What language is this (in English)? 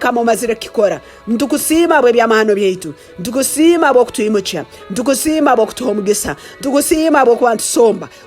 Nyoro